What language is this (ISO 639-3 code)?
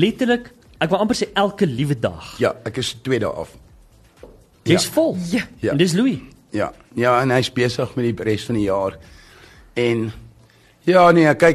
afr